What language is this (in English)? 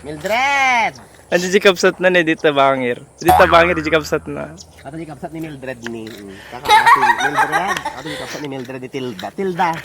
Iloko